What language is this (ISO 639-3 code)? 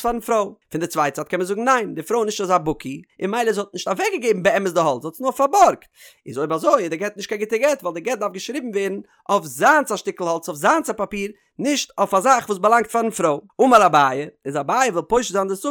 yid